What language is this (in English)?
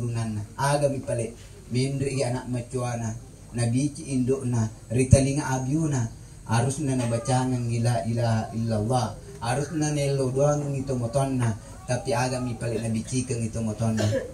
Buginese